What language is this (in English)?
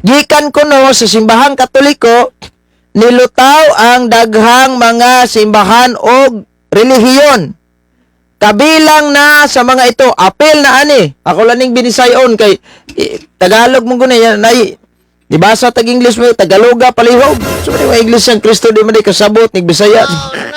Cebuano